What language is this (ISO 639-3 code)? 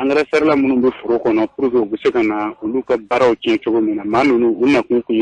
bam